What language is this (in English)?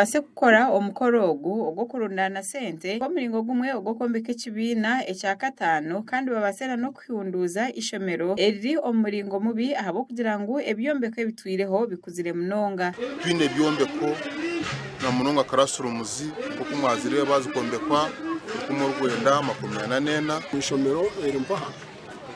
Nyankole